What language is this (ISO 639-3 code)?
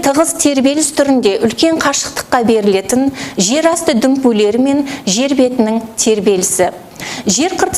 kaz